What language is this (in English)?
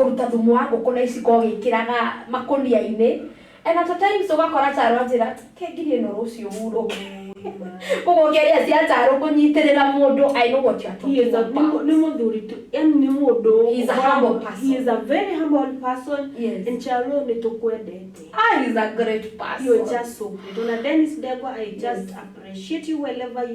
Kikuyu